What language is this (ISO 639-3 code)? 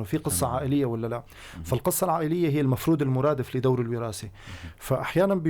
apc